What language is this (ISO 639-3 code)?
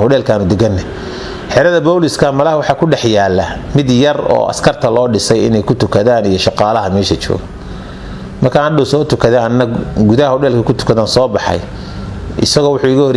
som